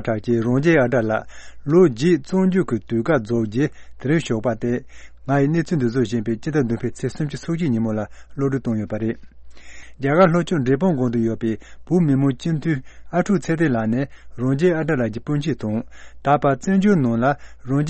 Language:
Tibetan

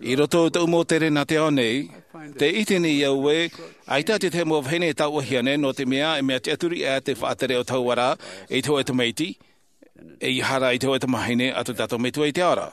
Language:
Tahitian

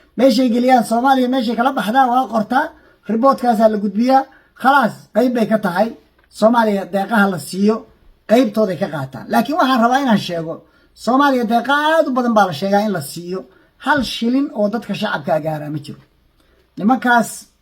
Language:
Somali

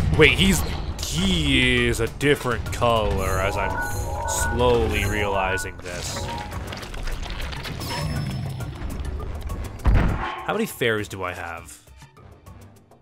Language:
English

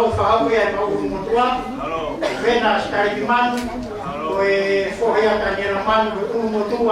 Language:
Tongan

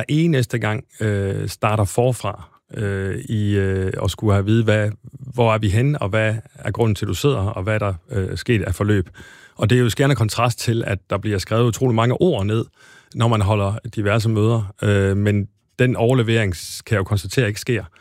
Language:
Danish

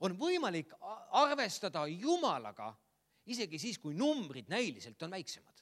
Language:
Estonian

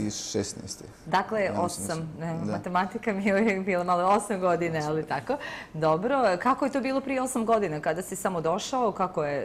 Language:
Bosnian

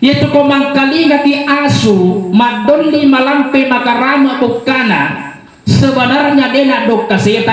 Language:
Buginese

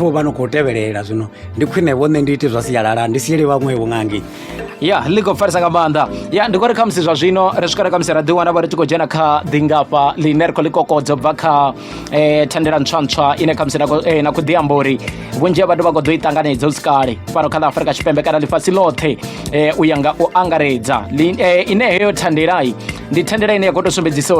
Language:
Venda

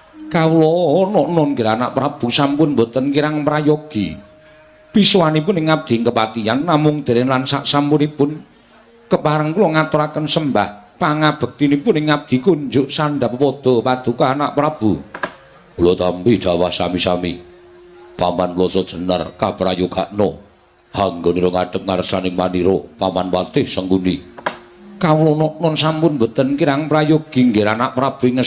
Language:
Javanese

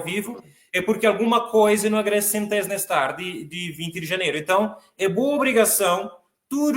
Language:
Kabuverdianu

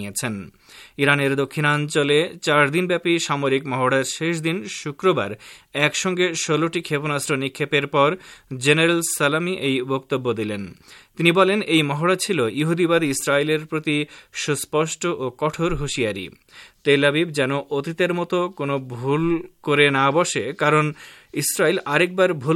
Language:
Bangla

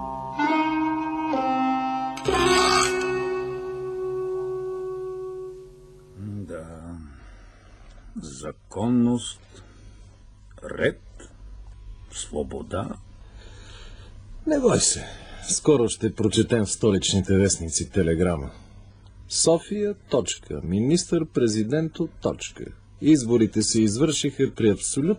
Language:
Bulgarian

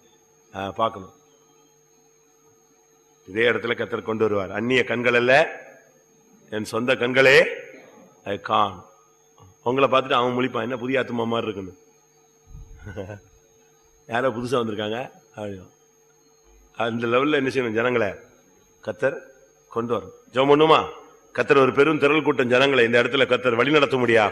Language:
Tamil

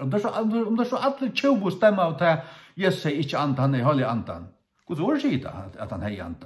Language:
Faroese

